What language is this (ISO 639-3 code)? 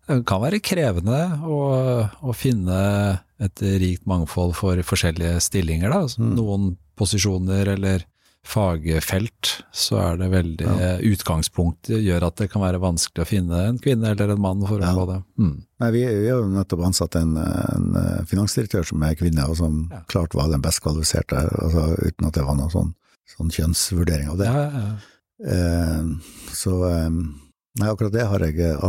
nor